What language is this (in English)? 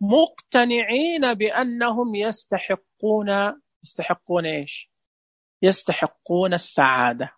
Najdi Arabic